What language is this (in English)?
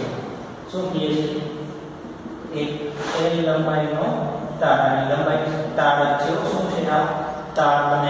Gujarati